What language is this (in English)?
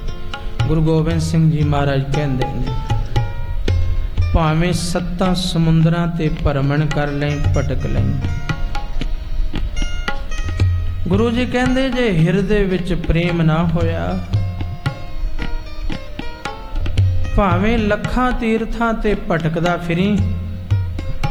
Punjabi